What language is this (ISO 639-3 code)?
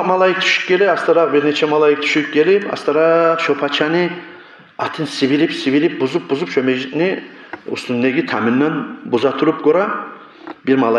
kum